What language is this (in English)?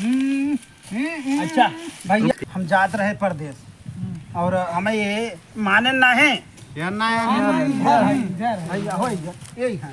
Awadhi